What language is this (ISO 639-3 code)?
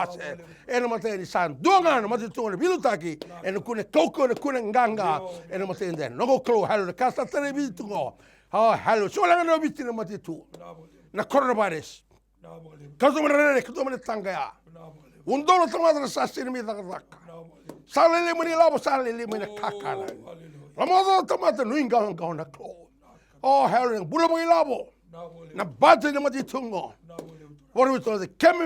fij